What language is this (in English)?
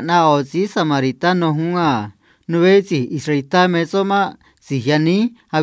Copala Triqui